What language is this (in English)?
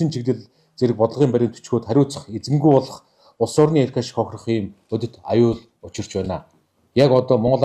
Mongolian